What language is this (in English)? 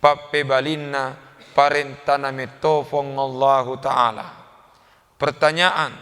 Buginese